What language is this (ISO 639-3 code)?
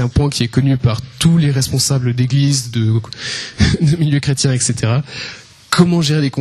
fra